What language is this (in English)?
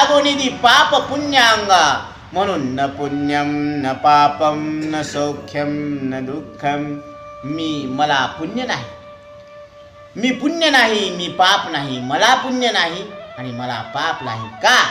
Marathi